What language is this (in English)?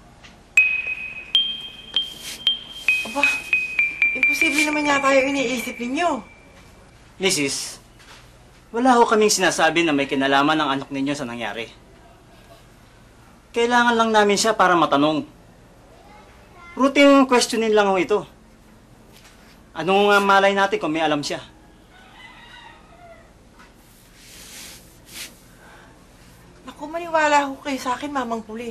Filipino